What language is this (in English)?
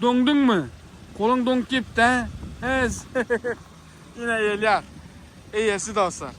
Turkmen